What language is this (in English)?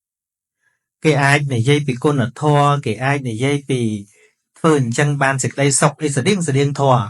Khmer